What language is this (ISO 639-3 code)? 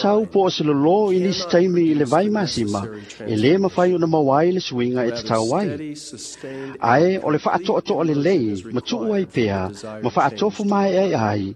smo